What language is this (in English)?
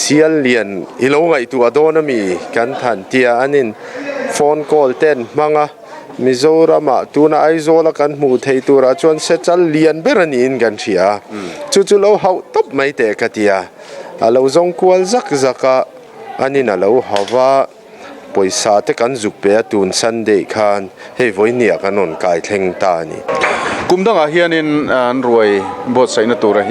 Mizo